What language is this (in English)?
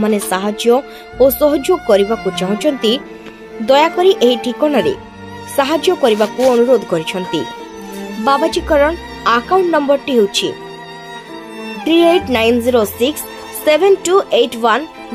Odia